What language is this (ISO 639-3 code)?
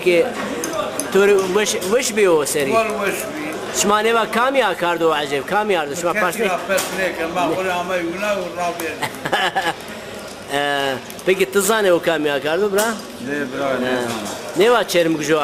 zza